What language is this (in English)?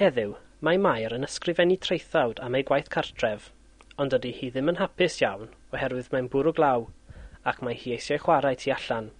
Welsh